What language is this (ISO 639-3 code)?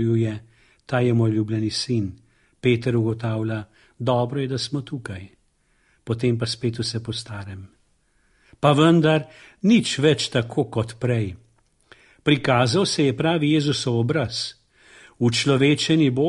slv